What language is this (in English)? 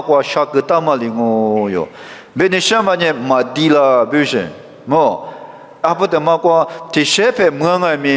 Lisu